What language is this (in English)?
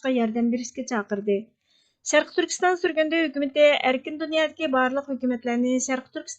Uyghur